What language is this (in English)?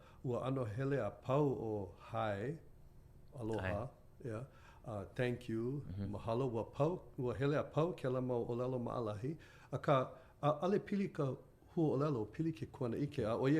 Hawaiian